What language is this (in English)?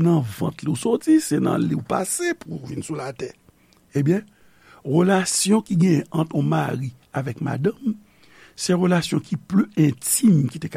Haitian Creole